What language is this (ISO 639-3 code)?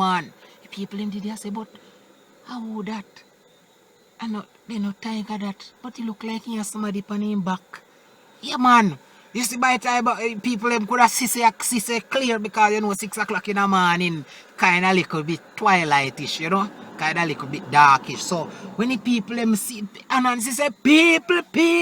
jam